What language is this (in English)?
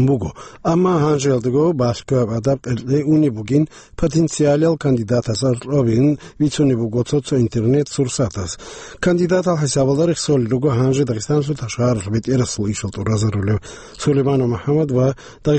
Avaric